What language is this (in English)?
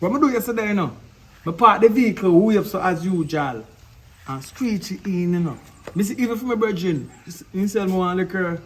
Jamaican Creole English